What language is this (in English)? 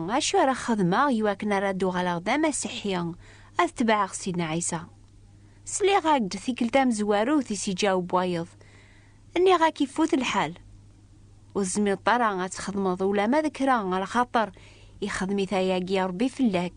Kabyle